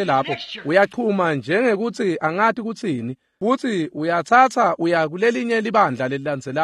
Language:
Swati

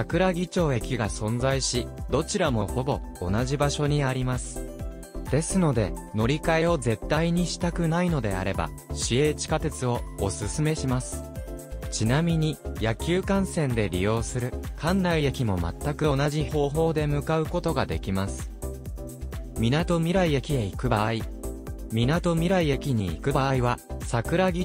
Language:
Japanese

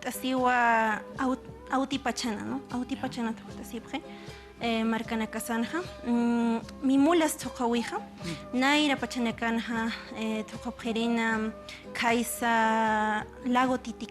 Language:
Aymara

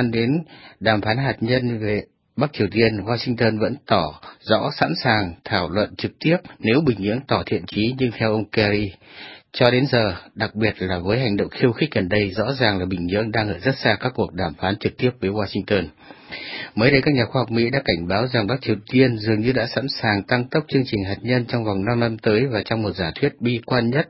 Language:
Vietnamese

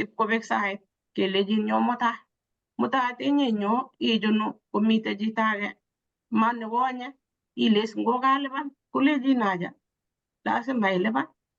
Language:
Kalenjin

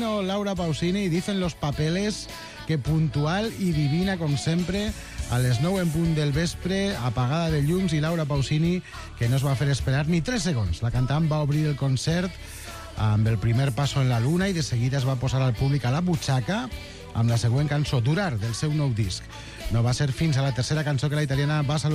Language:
Catalan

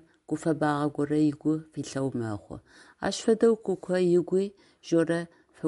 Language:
Adyghe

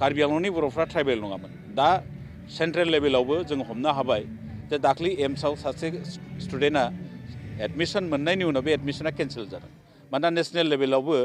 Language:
Bodo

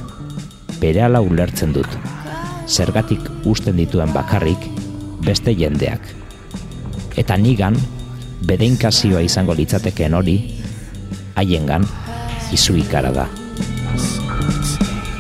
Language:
Basque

